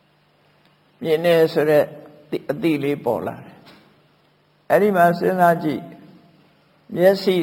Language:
Burmese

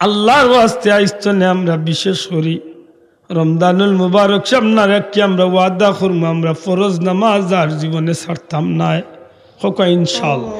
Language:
Sylheti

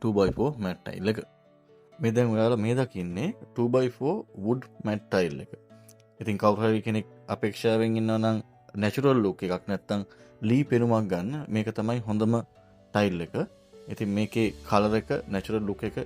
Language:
Sinhala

